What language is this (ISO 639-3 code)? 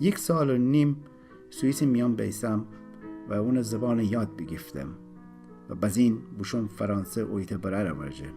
glk